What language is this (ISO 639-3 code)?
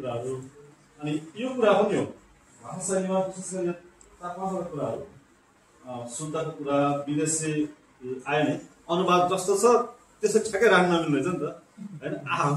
nep